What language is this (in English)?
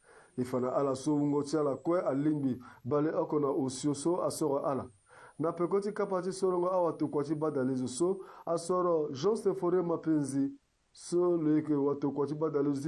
Sango